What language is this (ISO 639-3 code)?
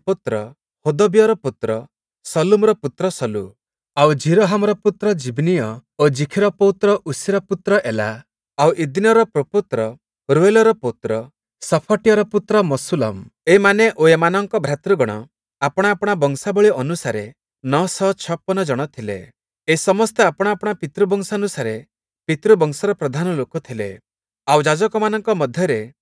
ori